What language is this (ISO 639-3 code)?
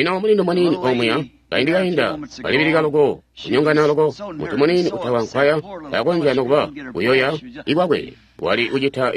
toi